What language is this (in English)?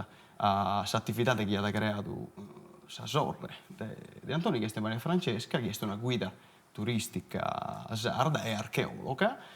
Sardinian